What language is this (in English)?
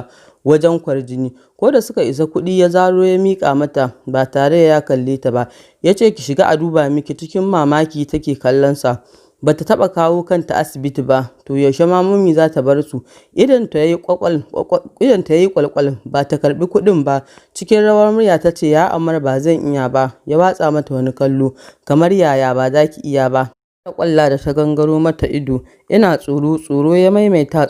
Hausa